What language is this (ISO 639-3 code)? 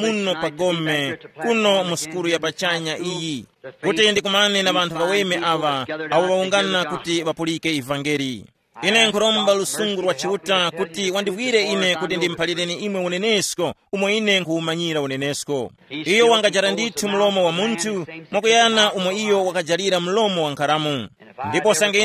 tum